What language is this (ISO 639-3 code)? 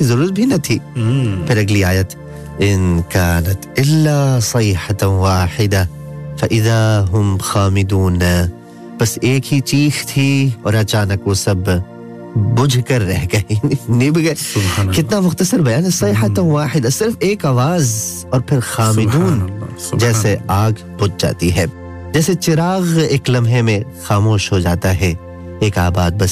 urd